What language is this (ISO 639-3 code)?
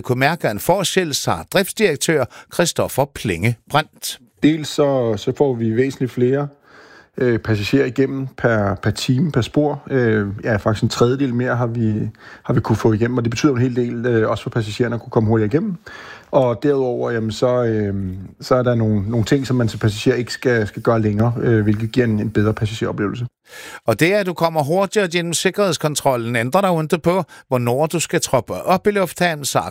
dan